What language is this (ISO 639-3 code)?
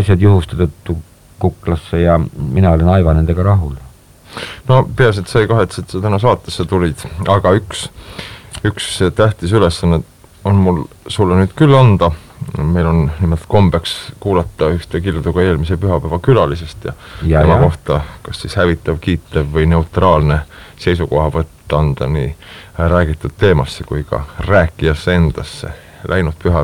est